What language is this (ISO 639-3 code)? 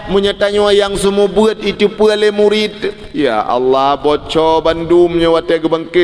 ace